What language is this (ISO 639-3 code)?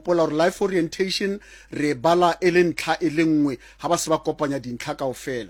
sot